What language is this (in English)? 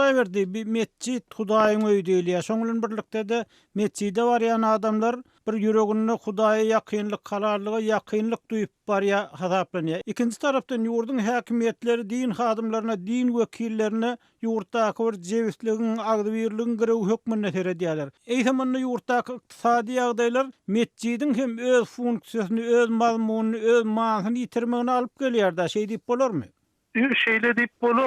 Turkmen